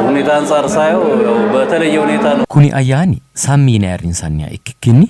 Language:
Sidamo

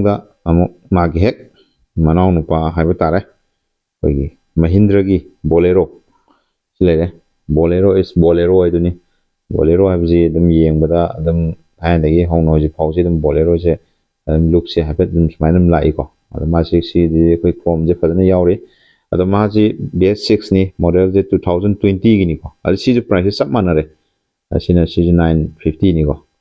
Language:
Manipuri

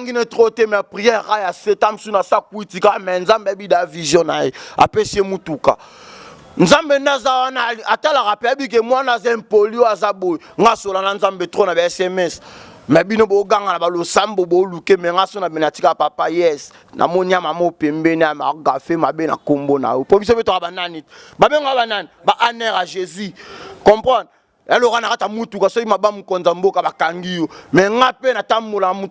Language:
Lingala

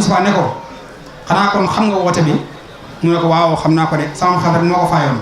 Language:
Wolof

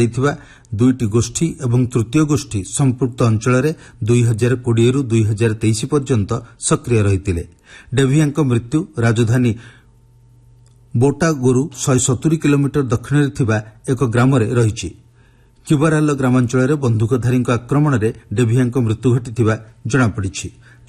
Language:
Odia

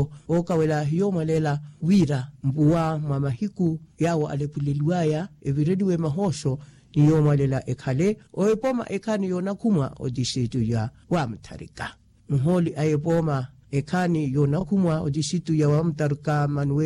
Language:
Makhuwa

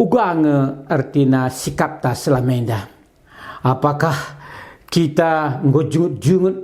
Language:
Batak Karo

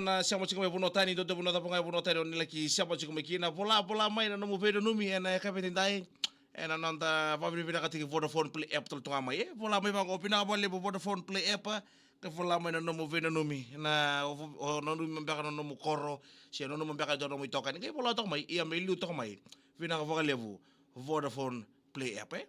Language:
Fijian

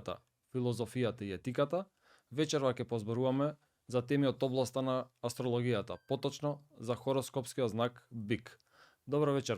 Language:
Macedonian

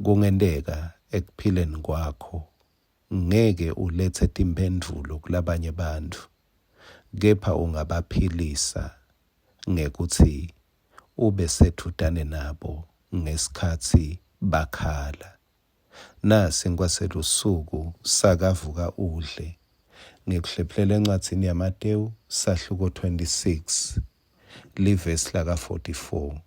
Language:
Swati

